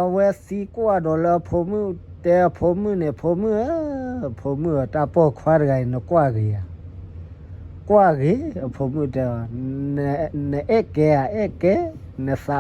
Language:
S'gaw Karen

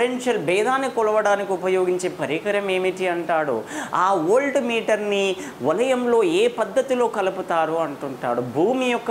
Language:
Telugu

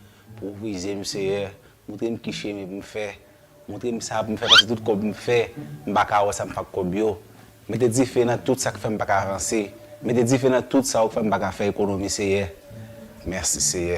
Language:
Haitian Creole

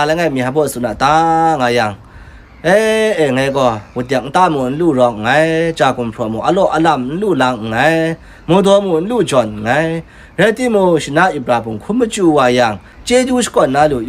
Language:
Kachin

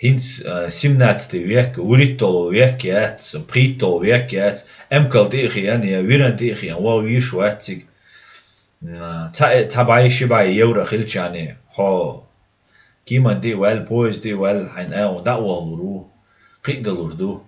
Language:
Chechen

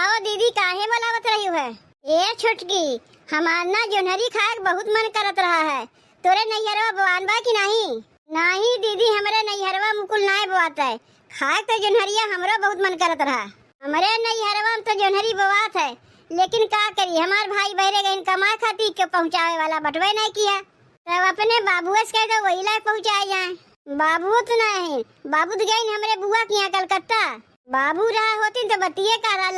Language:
Awadhi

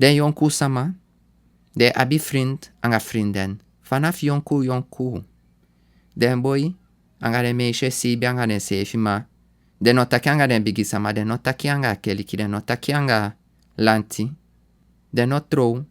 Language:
Sranan Tongo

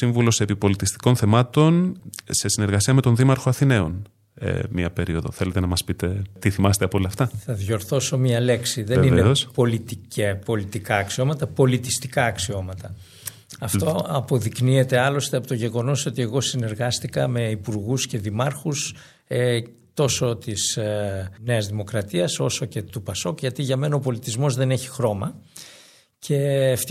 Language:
Greek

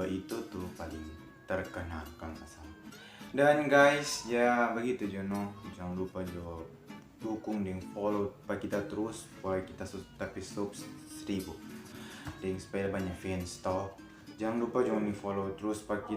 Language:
Manado Malay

